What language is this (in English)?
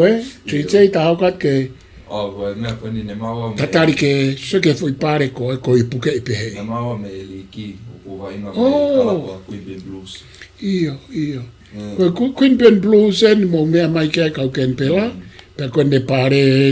Tongan